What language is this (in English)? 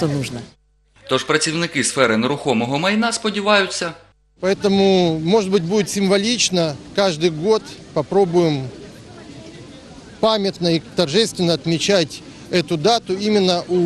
Ukrainian